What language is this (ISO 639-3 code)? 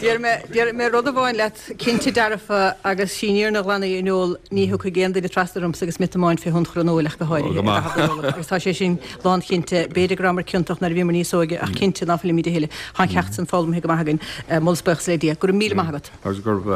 gle